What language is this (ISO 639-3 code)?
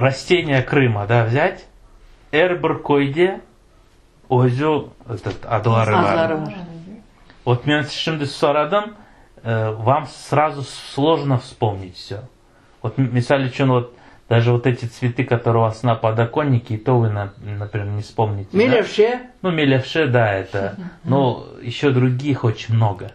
crh